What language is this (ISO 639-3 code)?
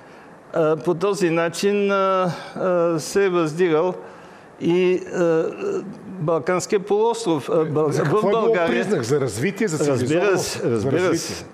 bul